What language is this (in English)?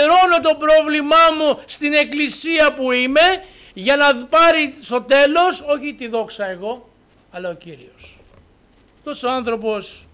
Greek